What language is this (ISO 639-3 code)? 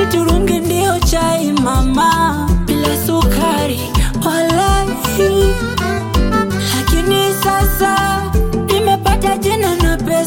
swa